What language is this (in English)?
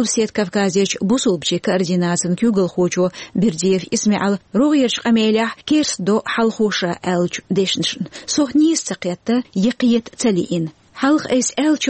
Chechen